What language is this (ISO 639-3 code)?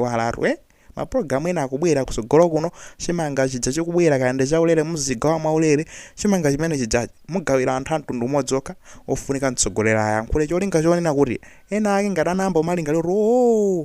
nya